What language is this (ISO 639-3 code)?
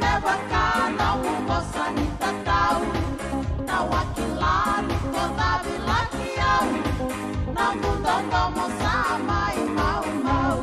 fij